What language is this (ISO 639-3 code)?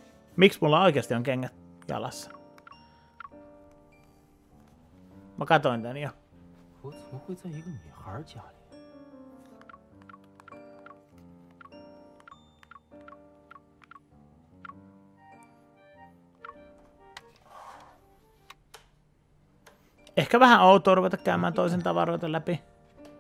fin